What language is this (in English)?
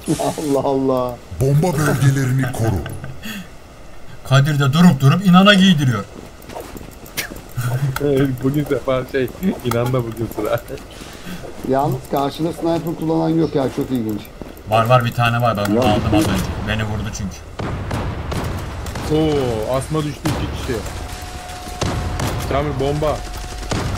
Turkish